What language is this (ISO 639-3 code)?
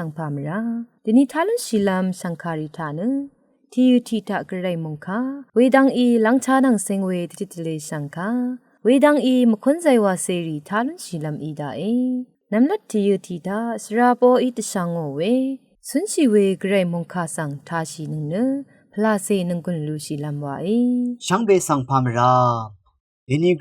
raw